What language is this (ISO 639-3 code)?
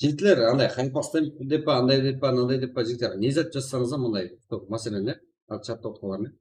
kaa